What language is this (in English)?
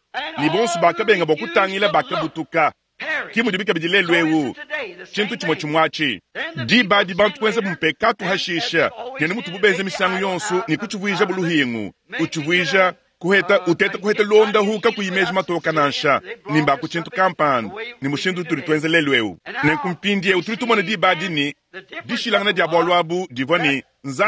Luba-Lulua